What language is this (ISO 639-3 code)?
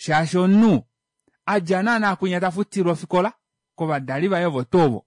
kua